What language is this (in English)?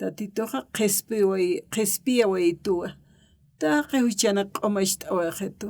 Aymara